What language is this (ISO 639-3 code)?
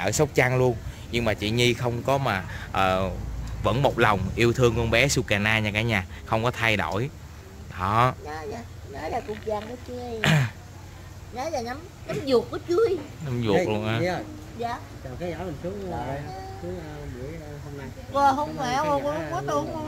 vie